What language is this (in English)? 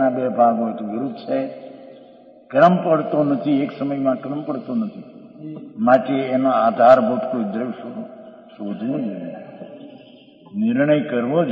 Gujarati